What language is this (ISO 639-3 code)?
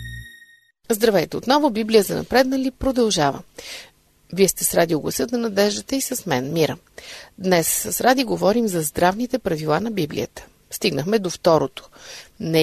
bul